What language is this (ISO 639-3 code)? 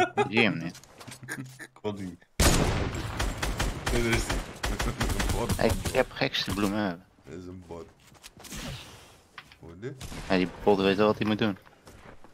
nld